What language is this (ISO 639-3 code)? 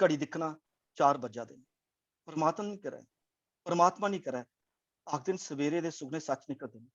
doi